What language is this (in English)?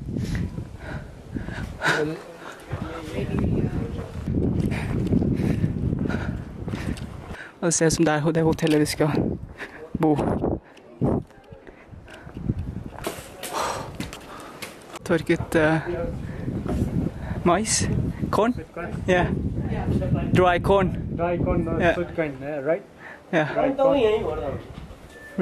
Norwegian